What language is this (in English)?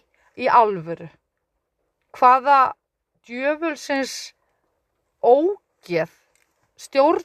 Icelandic